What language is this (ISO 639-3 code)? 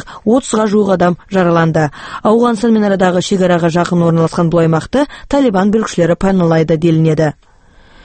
kaz